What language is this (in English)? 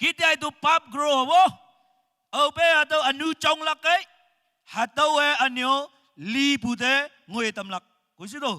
Naga Pidgin